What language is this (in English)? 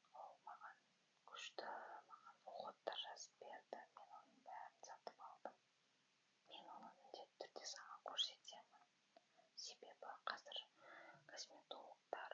Kazakh